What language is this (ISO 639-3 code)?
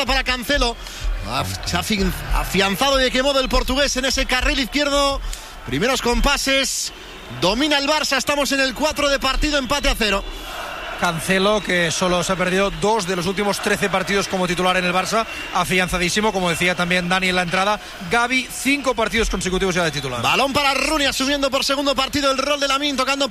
spa